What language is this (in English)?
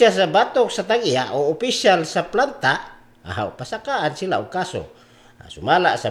Cebuano